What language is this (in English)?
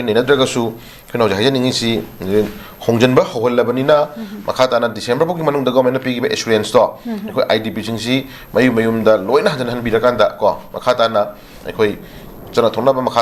Manipuri